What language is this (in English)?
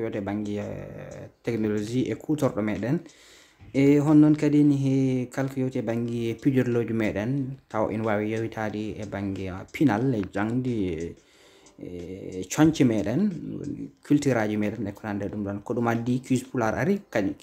Fula